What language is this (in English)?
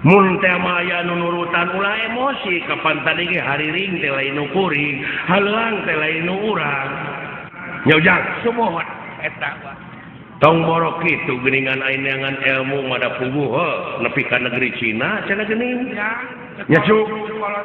Sundanese